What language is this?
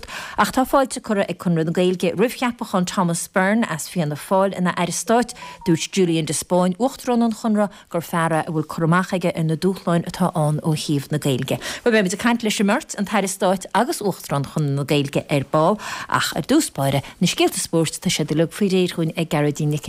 Irish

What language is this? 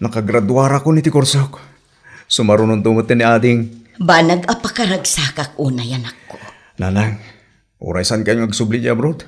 Iloko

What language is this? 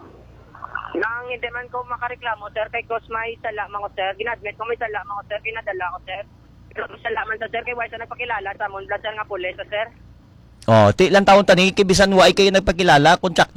Hiligaynon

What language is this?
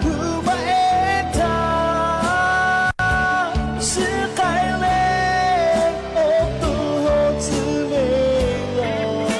Lahu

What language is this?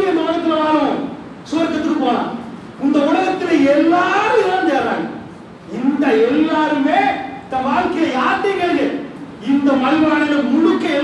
Tamil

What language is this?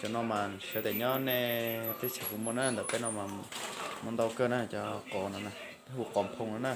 Hmong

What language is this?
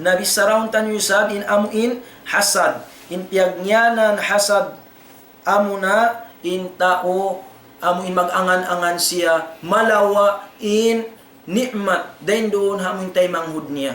Tausug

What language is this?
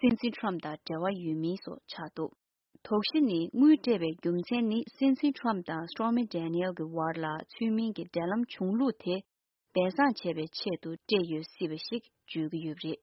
Tibetan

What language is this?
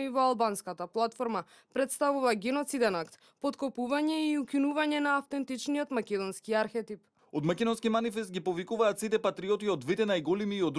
Macedonian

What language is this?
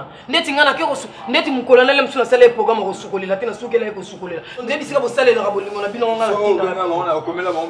Lingala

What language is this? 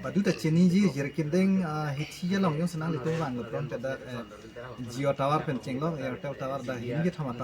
Karbi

